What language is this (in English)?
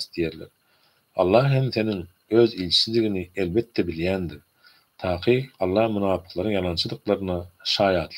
Turkmen